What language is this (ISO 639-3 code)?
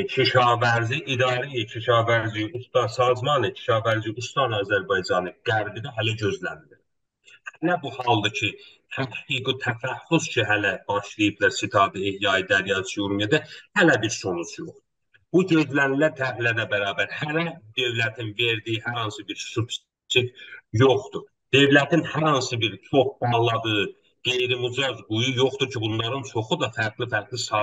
azb